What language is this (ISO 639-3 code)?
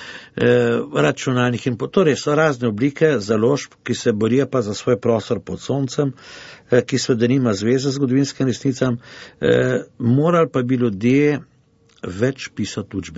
slv